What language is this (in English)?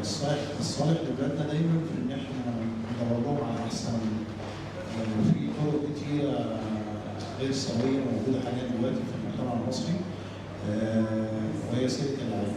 Egyptian Arabic